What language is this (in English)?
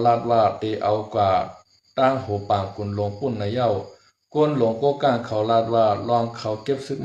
Shan